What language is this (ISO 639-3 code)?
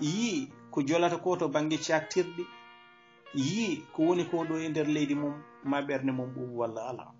ful